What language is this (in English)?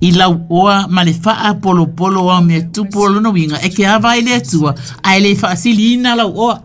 Samoan